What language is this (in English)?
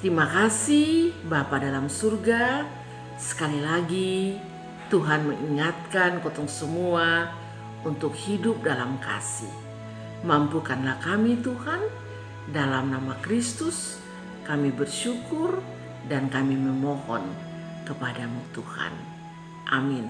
Kupang Malay